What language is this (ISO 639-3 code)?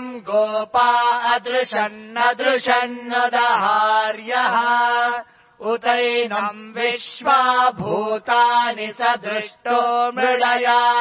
san